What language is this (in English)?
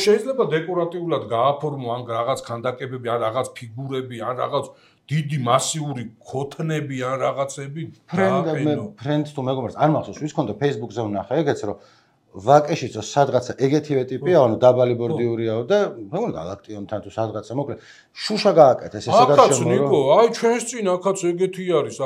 Georgian